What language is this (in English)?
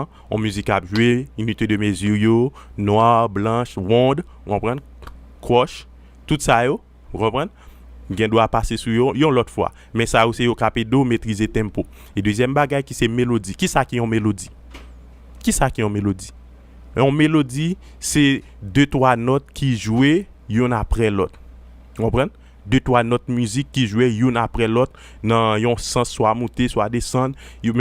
Haitian Creole